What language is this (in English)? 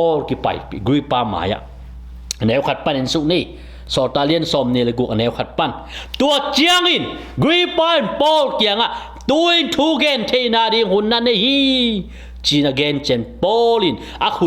Tedim Chin